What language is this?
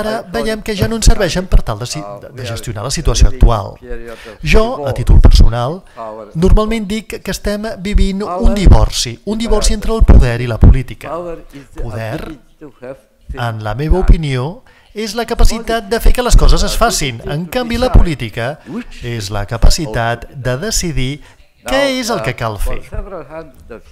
Catalan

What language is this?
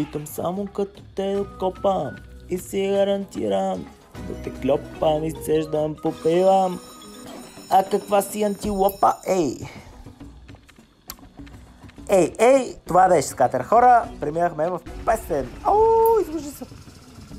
Bulgarian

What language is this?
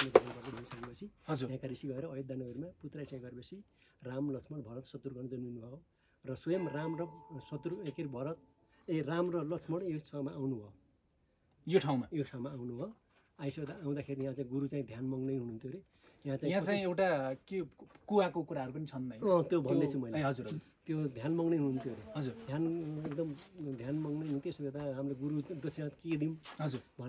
Nepali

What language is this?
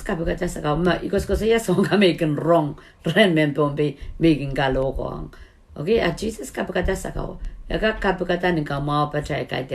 Pohnpeian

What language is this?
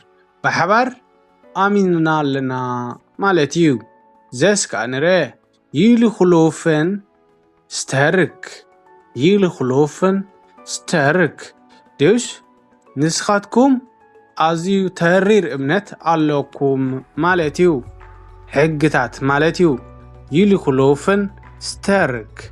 Tigrinya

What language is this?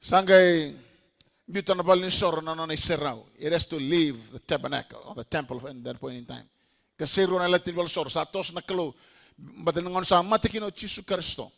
Fijian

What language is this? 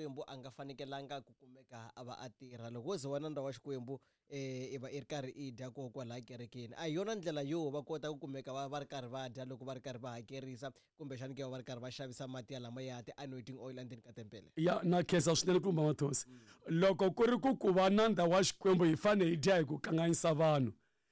Tsonga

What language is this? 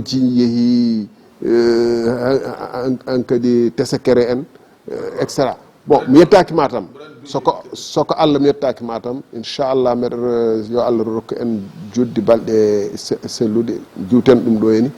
Fula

